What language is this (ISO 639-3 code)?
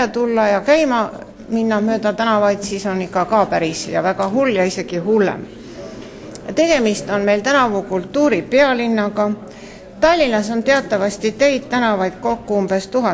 est